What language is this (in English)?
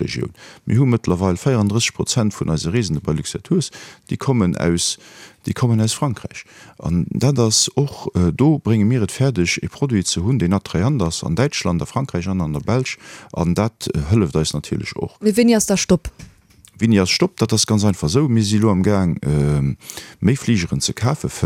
Luxembourgish